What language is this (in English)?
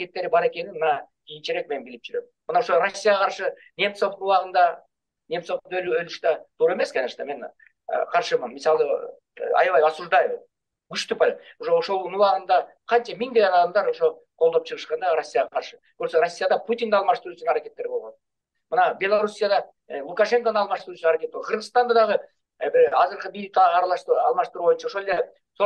Kyrgyz